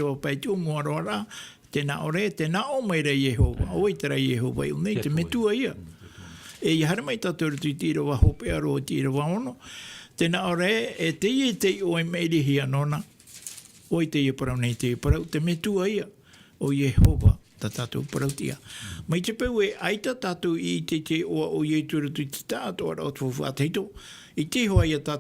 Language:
Tahitian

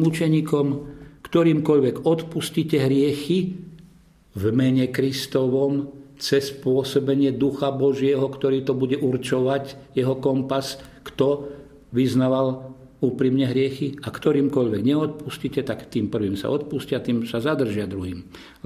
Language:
Slovak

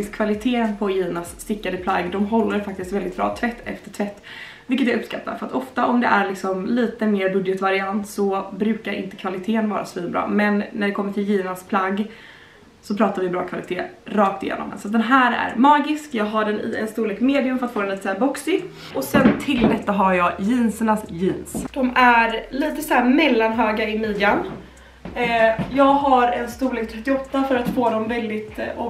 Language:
Swedish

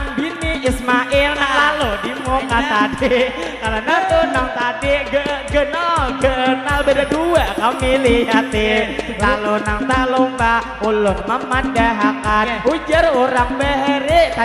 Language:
Banjar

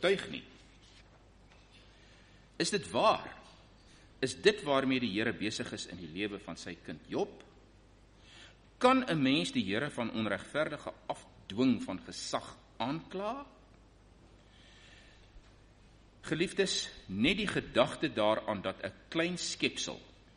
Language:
Afrikaans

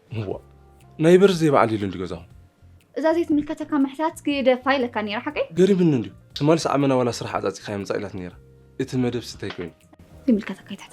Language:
Tigrinya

